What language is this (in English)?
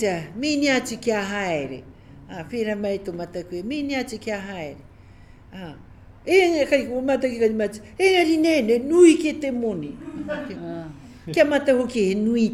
Māori